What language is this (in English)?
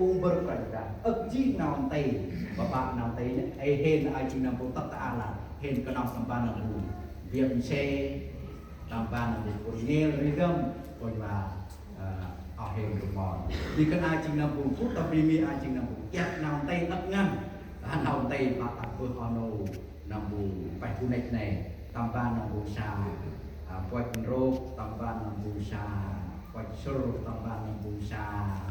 Central Mnong